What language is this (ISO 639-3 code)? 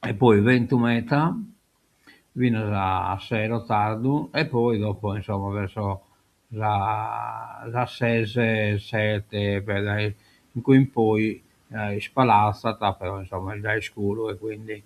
srd